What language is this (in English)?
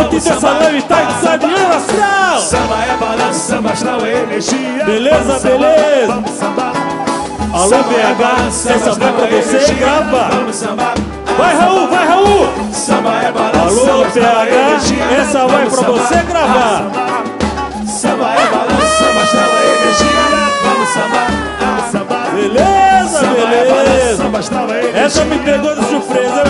Portuguese